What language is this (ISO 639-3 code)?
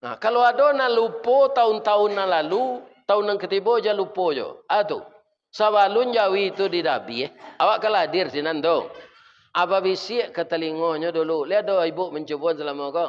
min